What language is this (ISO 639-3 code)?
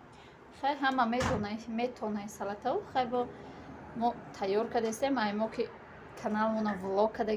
tgk